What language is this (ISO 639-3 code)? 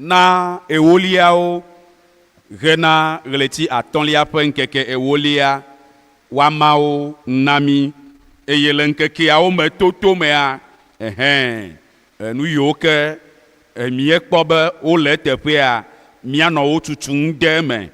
ewe